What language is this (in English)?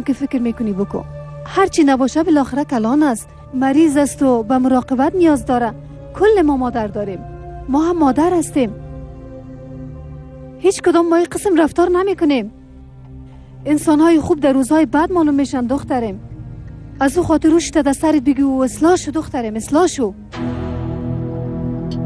Persian